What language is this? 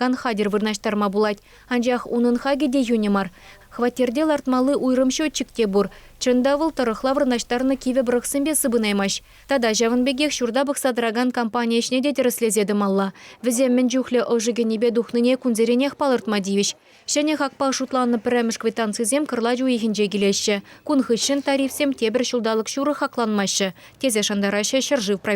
Chuvash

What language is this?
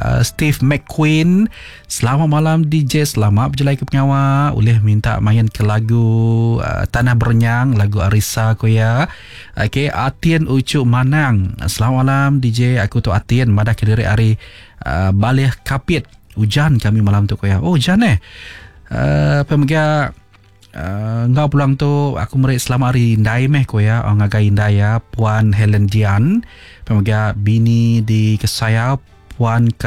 Iban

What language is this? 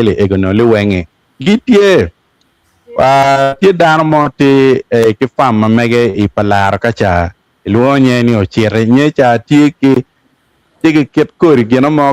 Acoli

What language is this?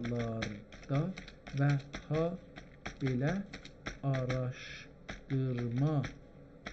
South Azerbaijani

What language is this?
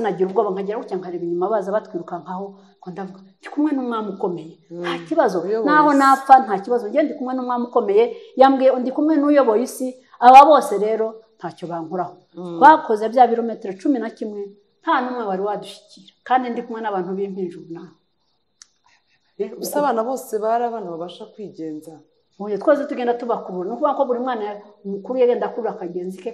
Kinyarwanda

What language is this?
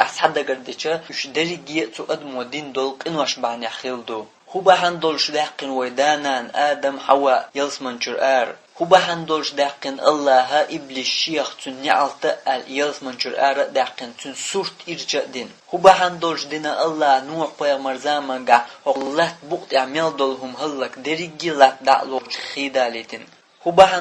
Chechen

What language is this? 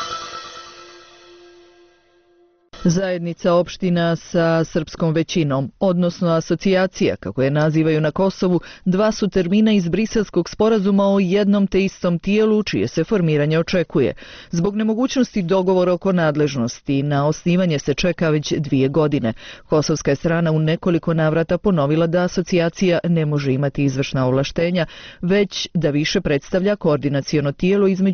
Bosnian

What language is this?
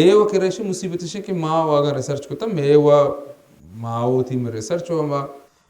Baluchi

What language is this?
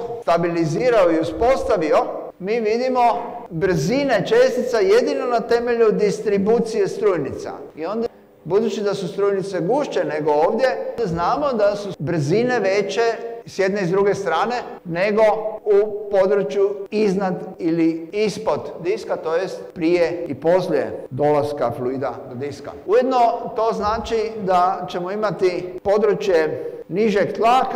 Croatian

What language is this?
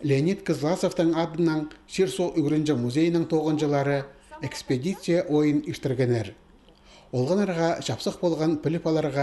Khakas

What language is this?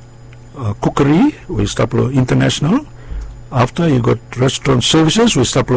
Bislama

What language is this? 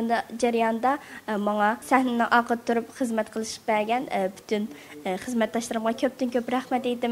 Uyghur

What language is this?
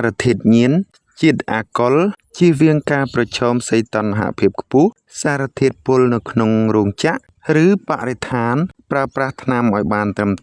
Khmer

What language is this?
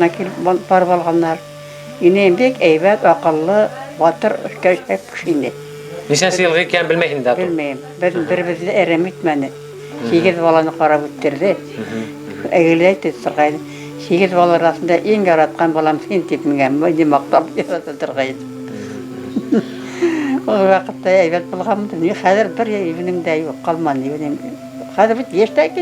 Bashkir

